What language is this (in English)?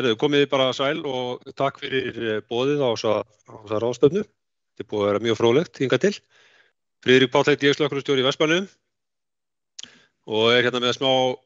Icelandic